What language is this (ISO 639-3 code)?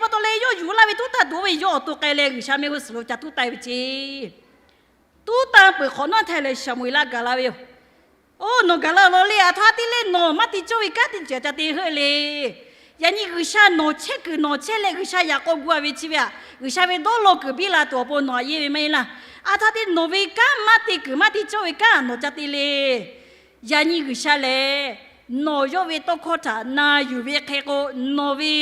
lhu